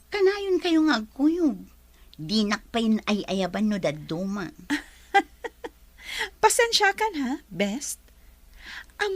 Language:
Iloko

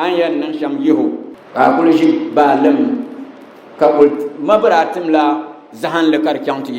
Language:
Dagbani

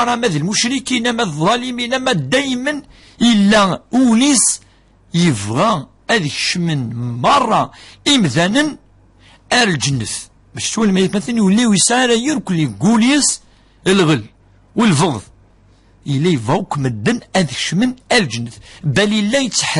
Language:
Kabyle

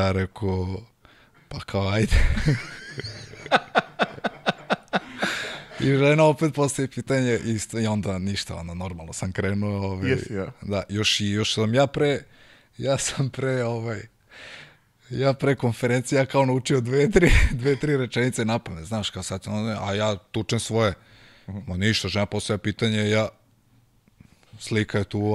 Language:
Serbian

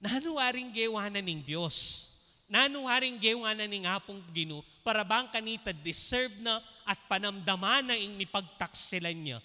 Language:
Pampanga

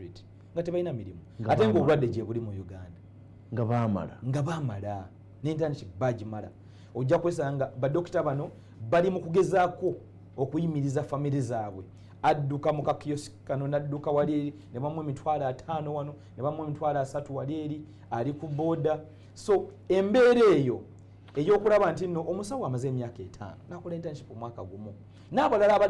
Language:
Ganda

